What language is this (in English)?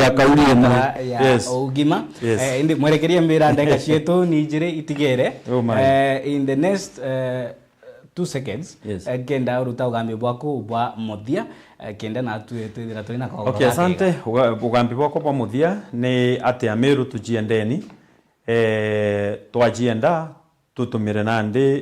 Meru